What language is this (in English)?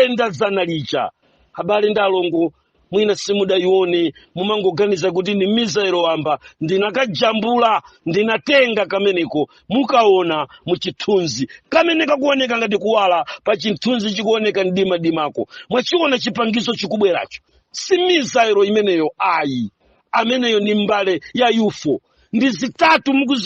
Nyanja